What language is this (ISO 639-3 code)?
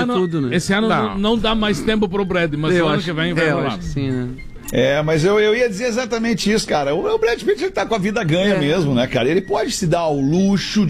por